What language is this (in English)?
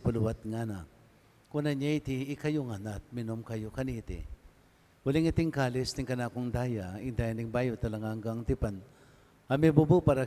Pampanga